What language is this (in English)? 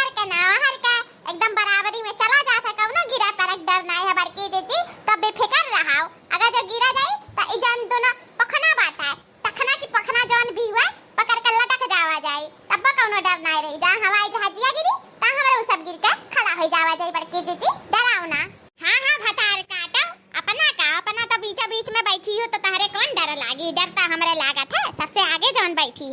Awadhi